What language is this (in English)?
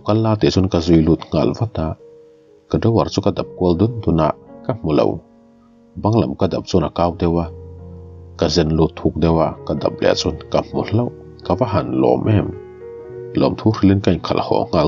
Mizo